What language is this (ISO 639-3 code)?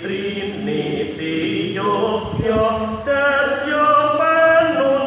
jav